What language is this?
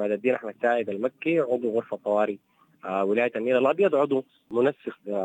Sudanese Arabic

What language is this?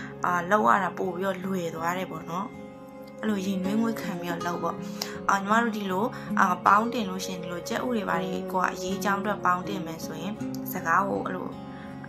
Burmese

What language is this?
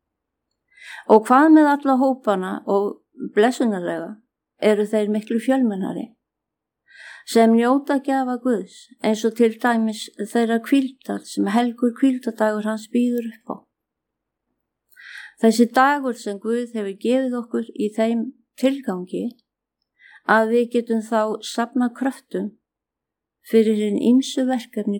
Icelandic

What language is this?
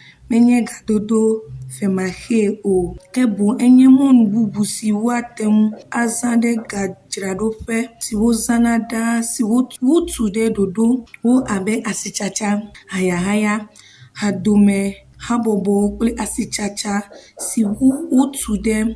Ewe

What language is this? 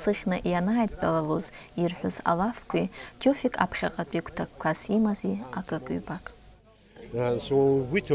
Abkhazian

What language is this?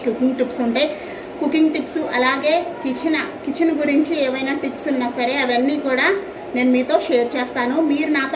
Telugu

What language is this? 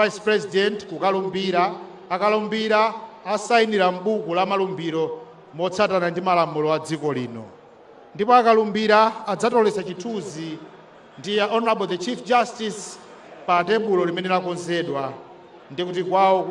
Nyanja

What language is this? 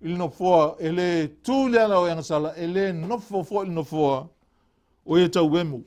Samoan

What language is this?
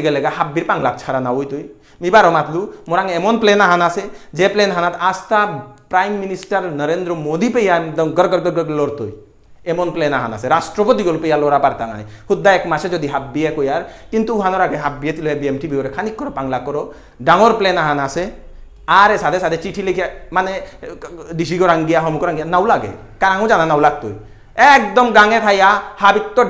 Bishnupriya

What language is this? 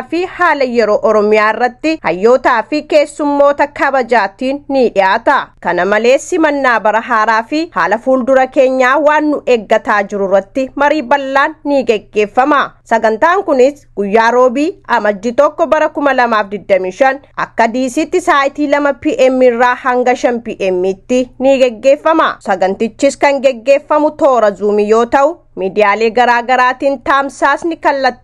Oromo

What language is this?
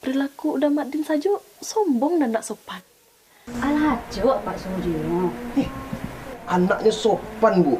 Minangkabau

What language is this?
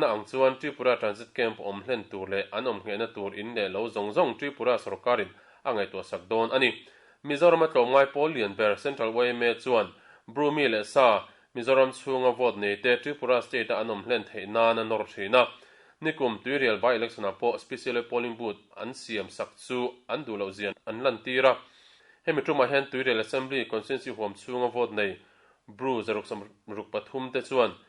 Mizo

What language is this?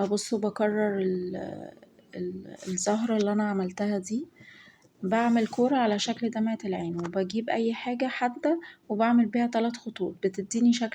Egyptian Arabic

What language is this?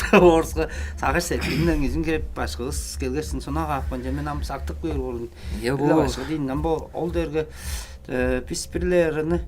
Tuvinian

